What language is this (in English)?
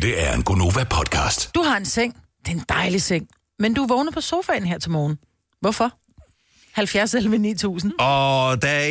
Danish